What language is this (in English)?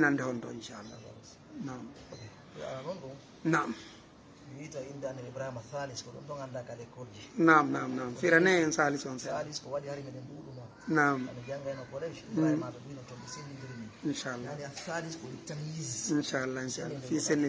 Fula